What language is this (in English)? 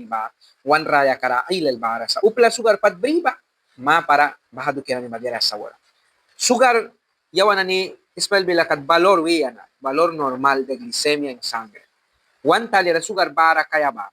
Mískito